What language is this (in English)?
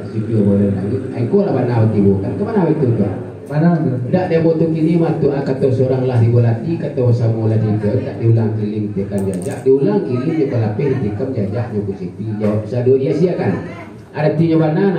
Minangkabau